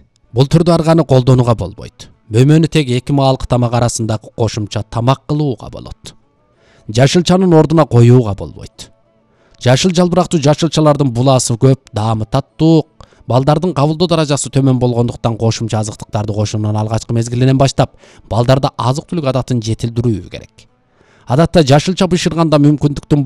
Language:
Kyrgyz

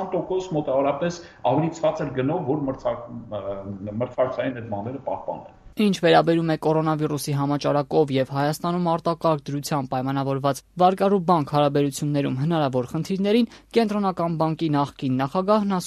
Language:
Armenian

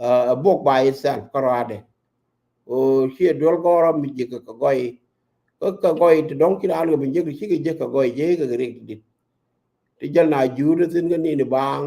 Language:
Nuer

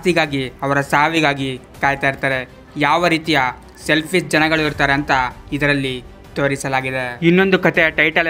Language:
Kannada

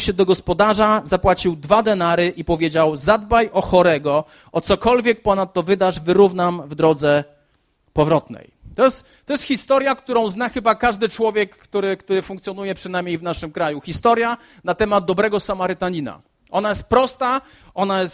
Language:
Polish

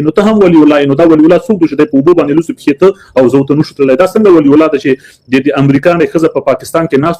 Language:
Pashto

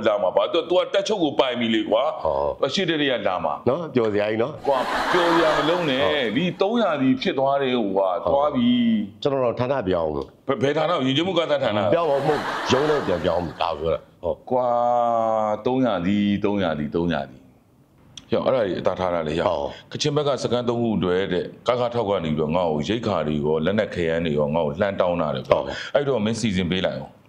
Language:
Burmese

